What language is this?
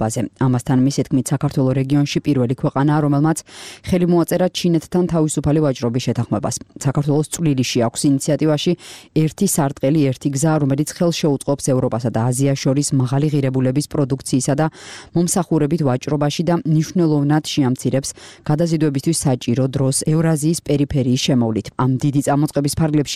Georgian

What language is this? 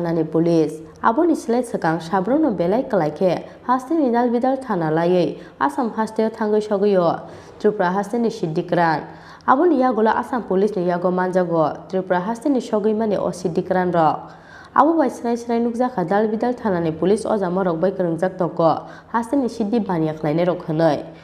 Kok Borok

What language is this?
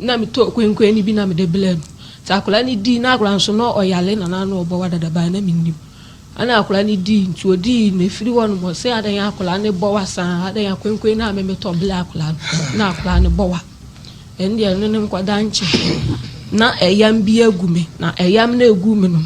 Akan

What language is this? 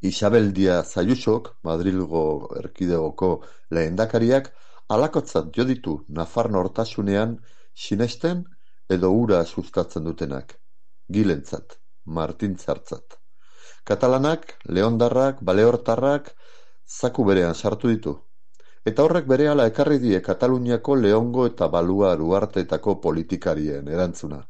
Basque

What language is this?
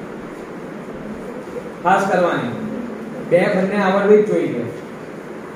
Gujarati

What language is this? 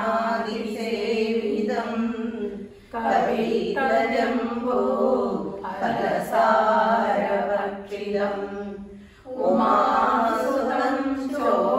Malayalam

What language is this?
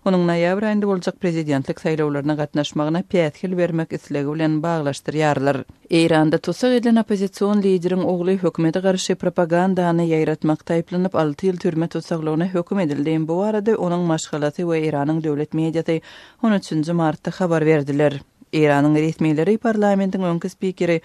Turkmen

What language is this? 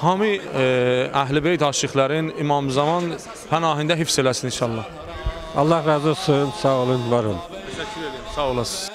Azerbaijani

